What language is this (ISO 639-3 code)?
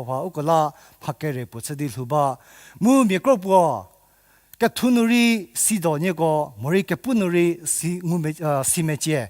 njm